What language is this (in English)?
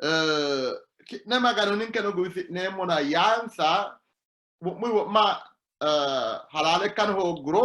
Sidamo